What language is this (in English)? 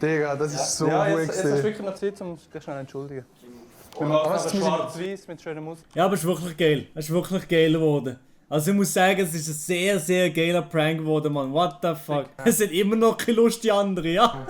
Swiss German